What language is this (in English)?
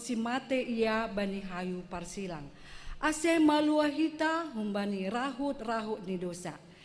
Batak Simalungun